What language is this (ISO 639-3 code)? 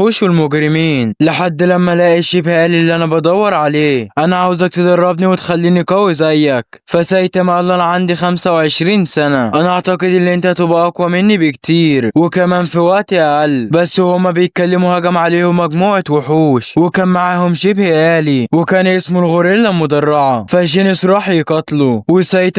arz